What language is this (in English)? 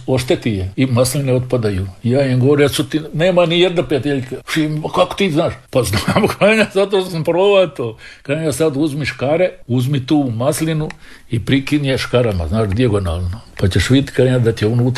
Croatian